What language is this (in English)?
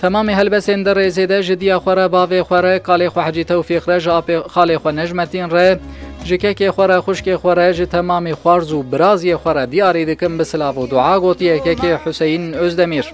Kurdish